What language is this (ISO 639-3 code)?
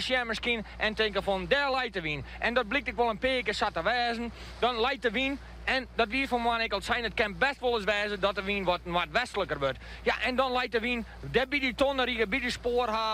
fry